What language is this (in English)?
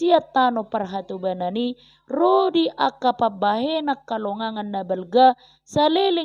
Batak Toba